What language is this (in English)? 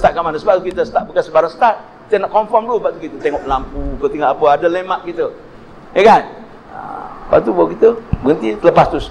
Malay